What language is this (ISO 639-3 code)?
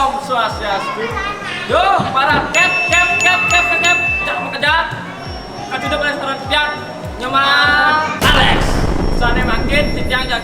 ban